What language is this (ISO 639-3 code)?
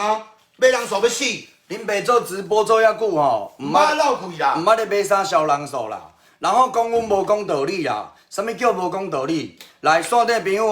nan